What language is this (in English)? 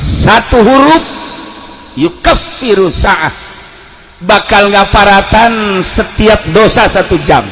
Sundanese